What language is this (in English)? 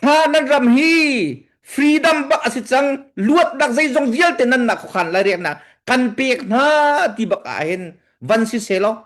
Hakha Chin